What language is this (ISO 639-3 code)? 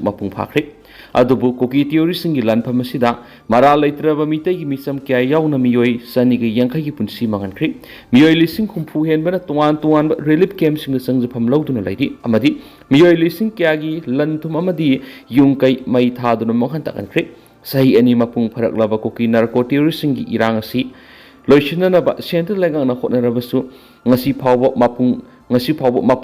mni